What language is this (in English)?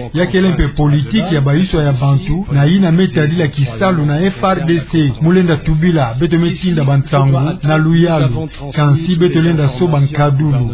Kituba (Democratic Republic of Congo)